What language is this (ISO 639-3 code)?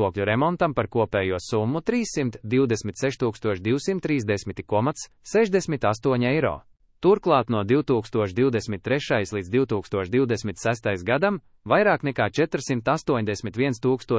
lav